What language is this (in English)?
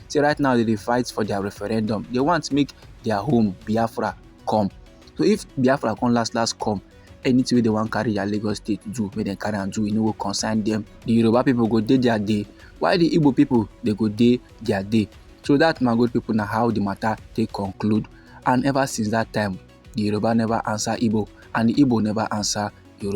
Nigerian Pidgin